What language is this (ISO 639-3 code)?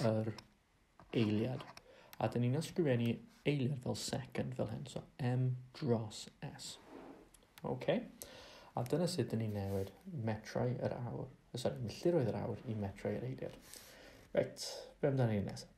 cym